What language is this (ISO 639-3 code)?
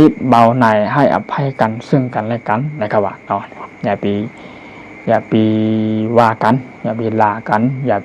shn